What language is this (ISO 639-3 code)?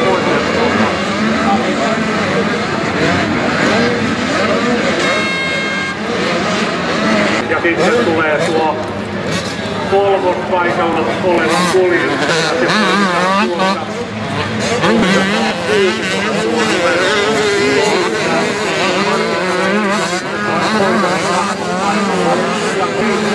fin